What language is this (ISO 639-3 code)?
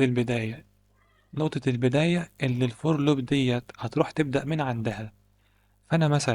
arz